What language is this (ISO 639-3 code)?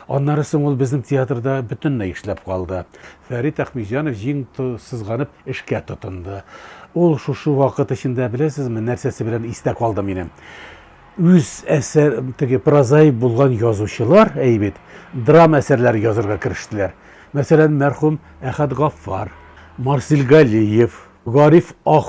tat